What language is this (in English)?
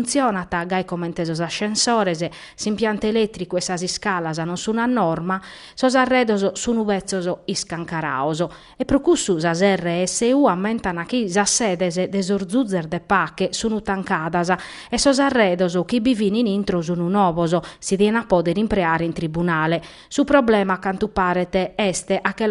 Sardinian